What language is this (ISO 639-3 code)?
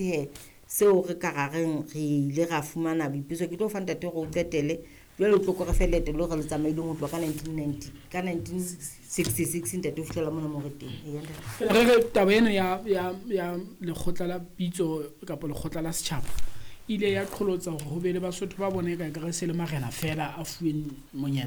sot